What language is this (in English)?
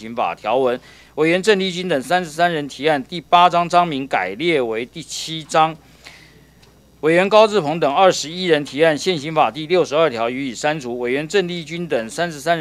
Chinese